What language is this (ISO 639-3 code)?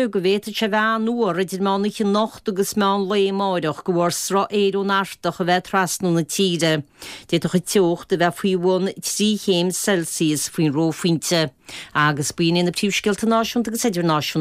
gle